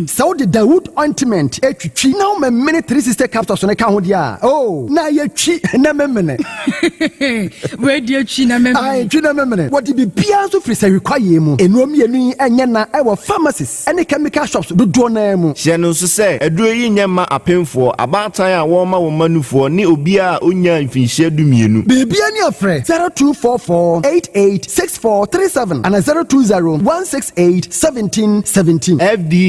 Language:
Akan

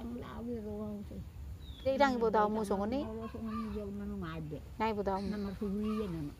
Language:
Batak Toba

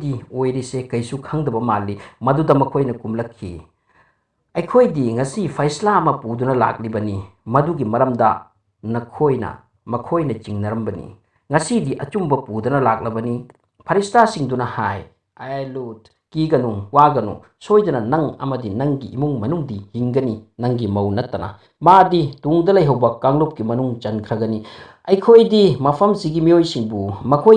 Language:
Manipuri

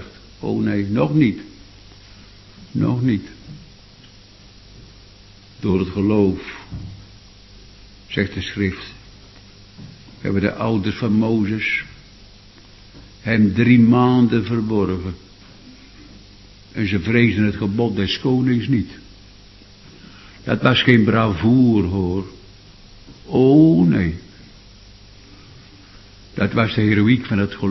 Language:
Dutch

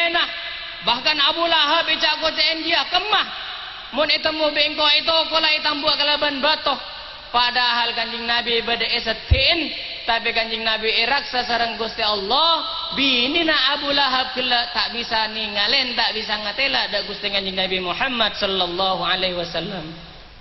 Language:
Madurese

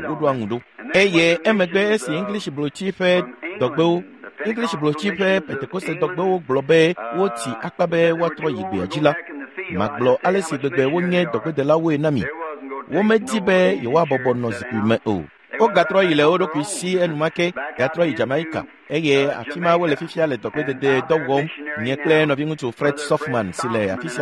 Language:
Ewe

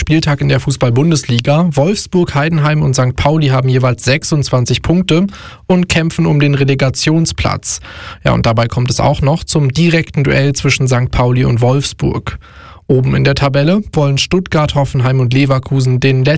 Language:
German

